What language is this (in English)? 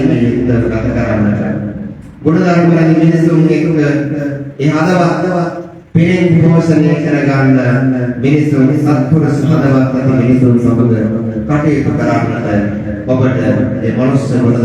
Sinhala